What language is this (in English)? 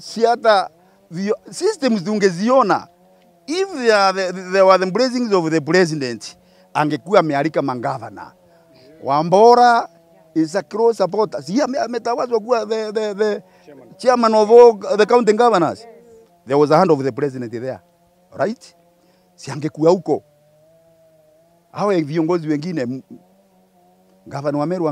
Swahili